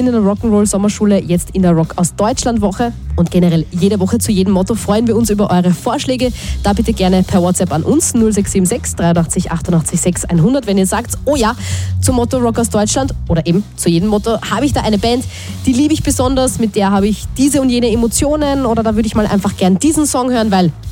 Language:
German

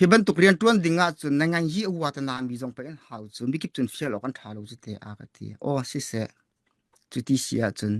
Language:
Hakha Chin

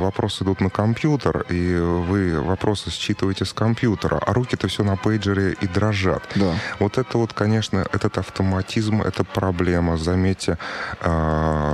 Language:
Russian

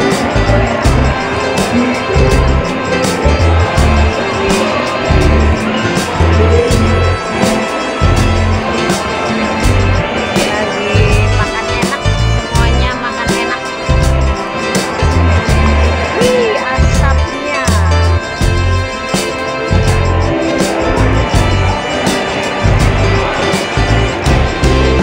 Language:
Indonesian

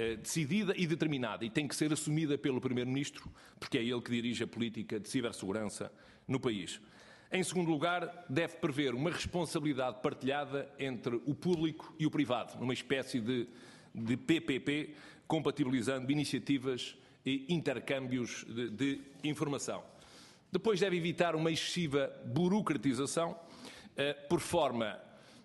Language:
Portuguese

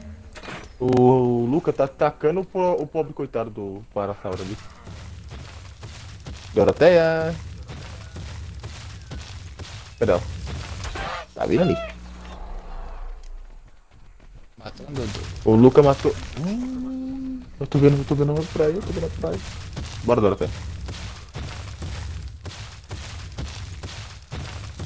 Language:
Portuguese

